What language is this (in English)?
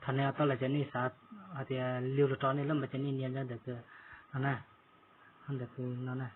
Hmong